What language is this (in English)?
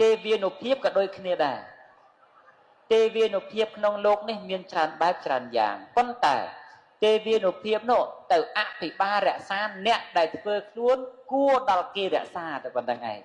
Khmer